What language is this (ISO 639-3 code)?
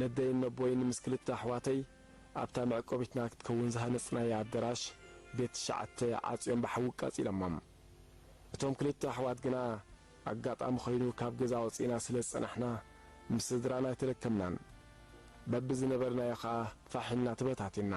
tir